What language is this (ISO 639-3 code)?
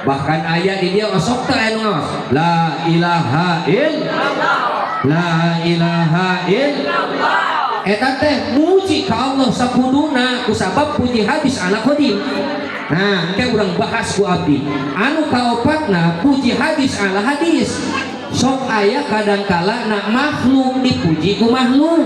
sun